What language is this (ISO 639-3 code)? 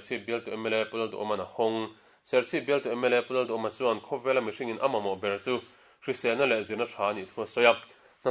lus